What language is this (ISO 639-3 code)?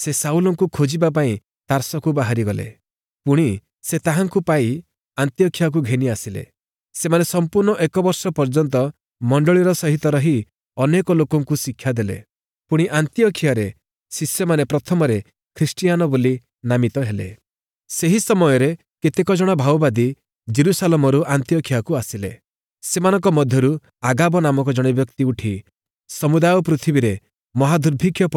ori